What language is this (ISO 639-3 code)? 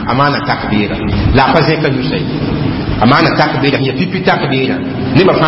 mos